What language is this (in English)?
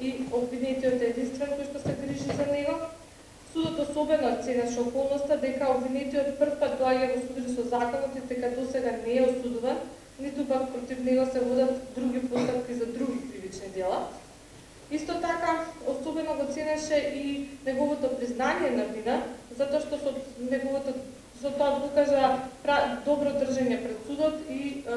Macedonian